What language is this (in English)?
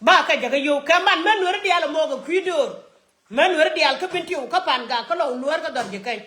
Nuer